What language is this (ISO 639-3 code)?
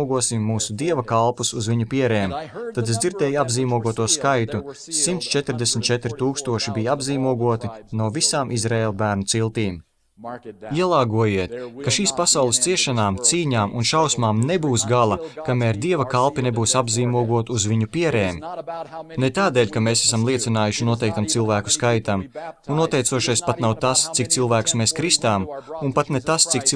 lav